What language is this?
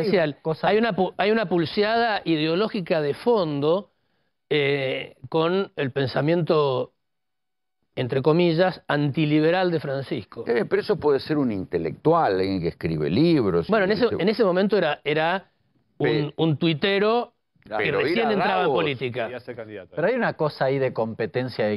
Spanish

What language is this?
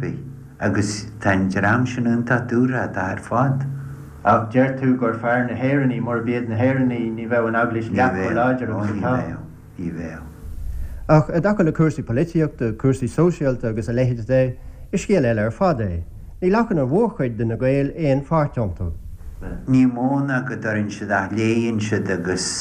Irish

